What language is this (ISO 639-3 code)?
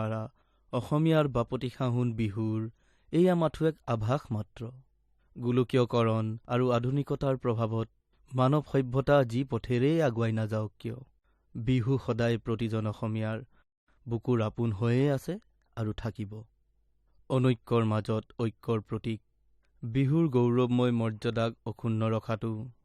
asm